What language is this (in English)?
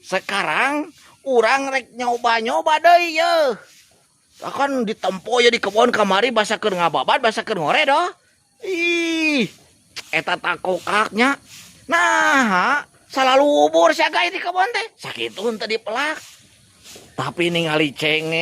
Sundanese